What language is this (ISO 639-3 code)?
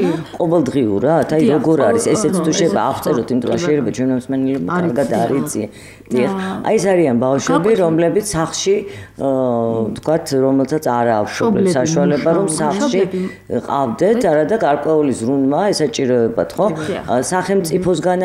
kat